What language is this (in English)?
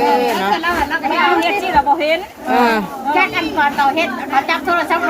Northeastern Thai